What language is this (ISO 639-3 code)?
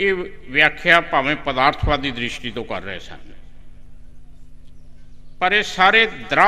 pan